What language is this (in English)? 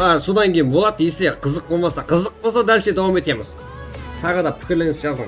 Kara-Kalpak